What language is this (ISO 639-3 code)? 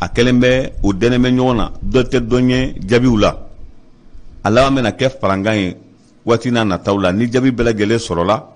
bam